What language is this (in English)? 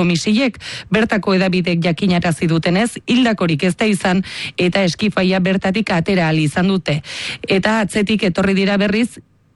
Basque